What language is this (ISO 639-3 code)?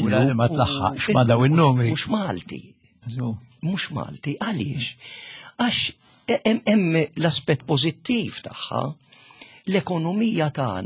mlt